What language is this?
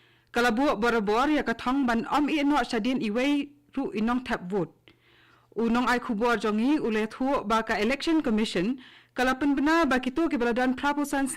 Khasi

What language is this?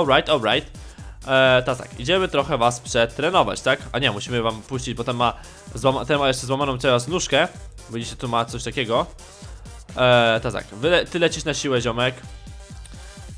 Polish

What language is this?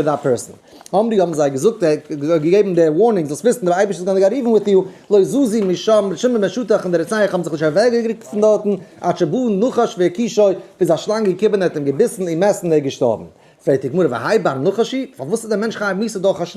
Yiddish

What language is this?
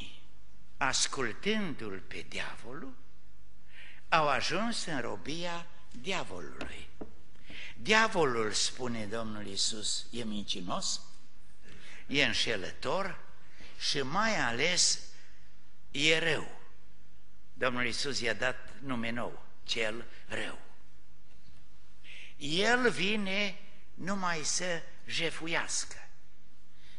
Romanian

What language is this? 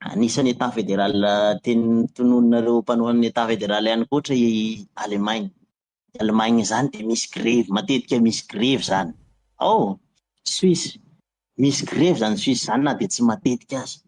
Malagasy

